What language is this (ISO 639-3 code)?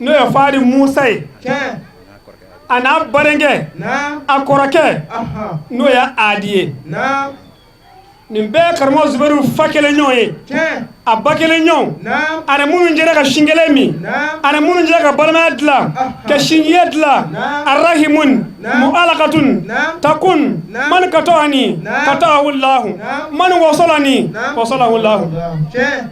bam